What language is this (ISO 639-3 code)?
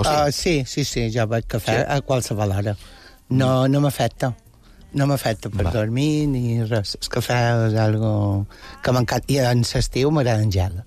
cat